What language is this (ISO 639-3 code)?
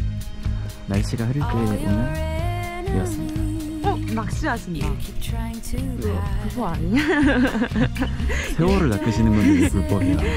kor